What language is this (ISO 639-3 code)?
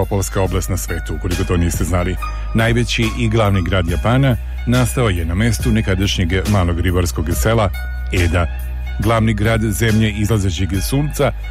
srp